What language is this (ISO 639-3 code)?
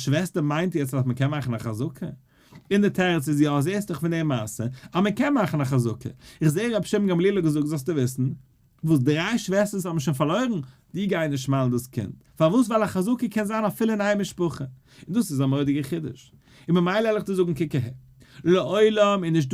yid